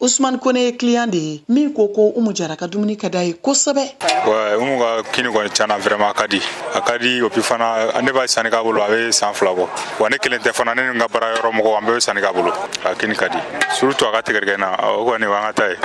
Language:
Bambara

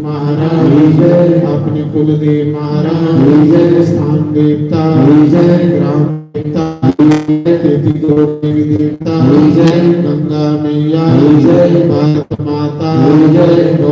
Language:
Dogri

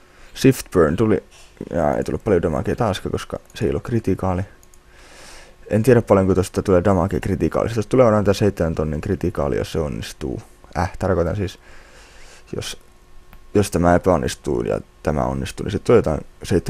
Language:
Finnish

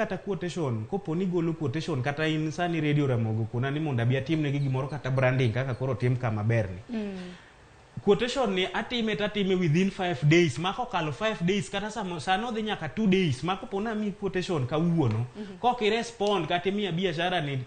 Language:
Luo (Kenya and Tanzania)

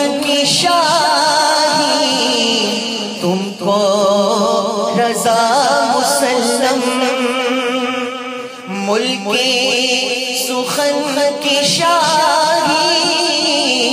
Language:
Urdu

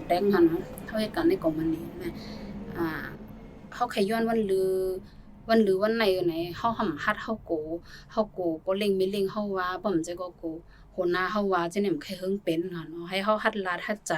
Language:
Shan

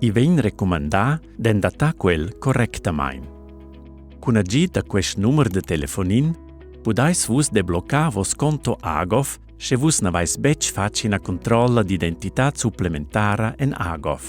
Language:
Romansh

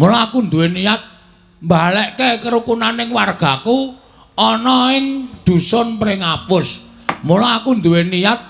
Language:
Javanese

